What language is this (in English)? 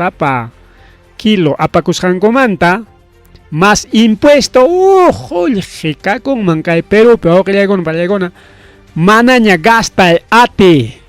Ayacucho Quechua